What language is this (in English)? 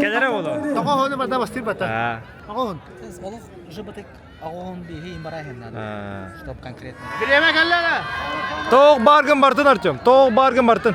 Yakut